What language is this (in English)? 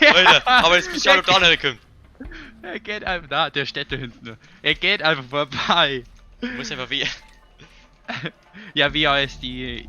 Bavarian